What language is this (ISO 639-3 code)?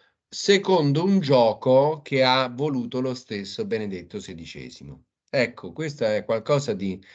ita